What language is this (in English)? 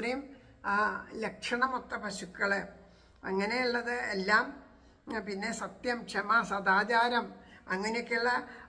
Malayalam